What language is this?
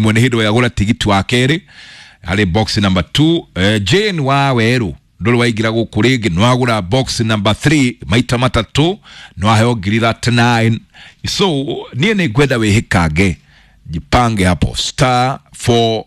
Kikuyu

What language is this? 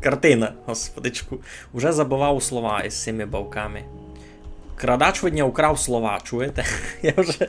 Rusyn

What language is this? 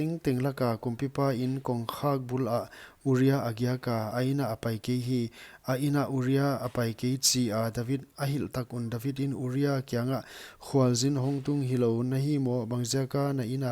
Paite Chin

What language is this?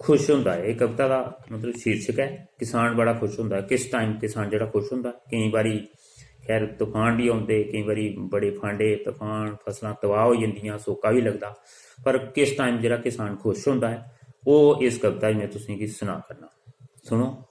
Dogri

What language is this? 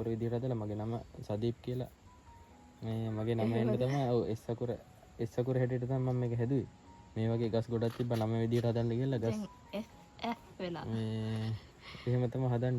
Sinhala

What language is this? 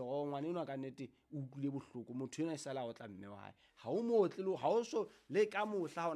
Southern Sotho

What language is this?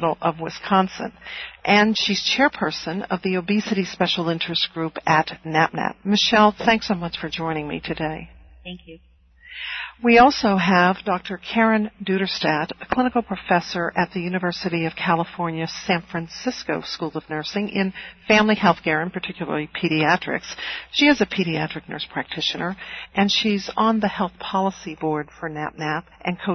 English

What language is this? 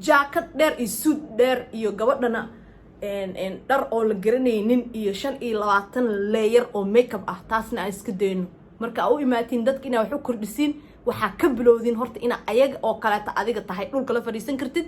Somali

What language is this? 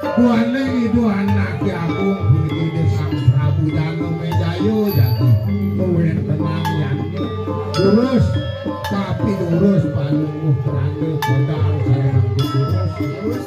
Balinese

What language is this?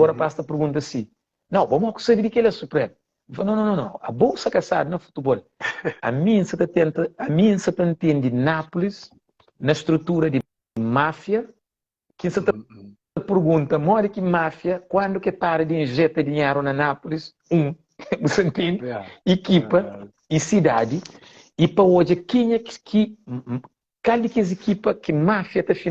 Kabuverdianu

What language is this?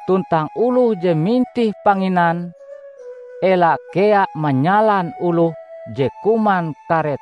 Ngaju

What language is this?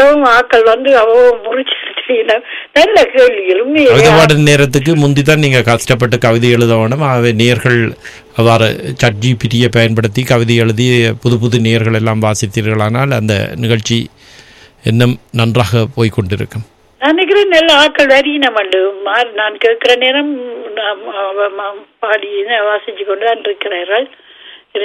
Tamil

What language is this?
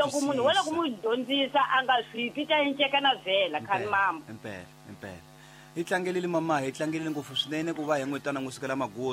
Tsonga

